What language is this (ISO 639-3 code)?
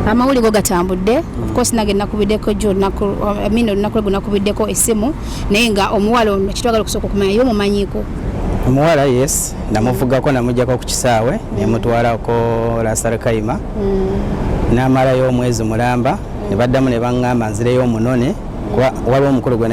lug